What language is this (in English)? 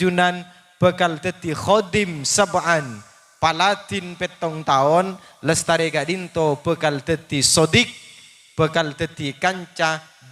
Madurese